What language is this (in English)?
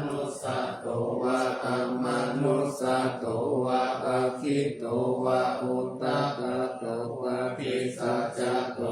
Pali